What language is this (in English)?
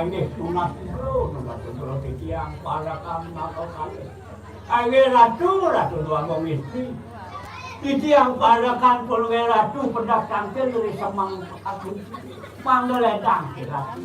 Balinese